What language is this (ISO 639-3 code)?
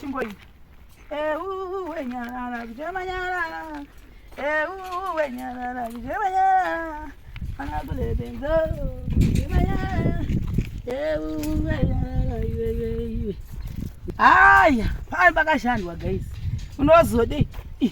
sna